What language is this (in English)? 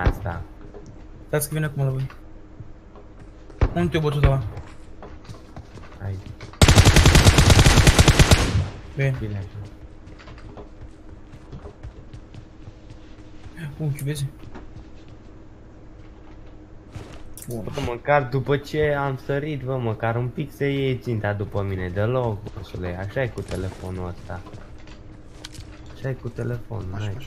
Romanian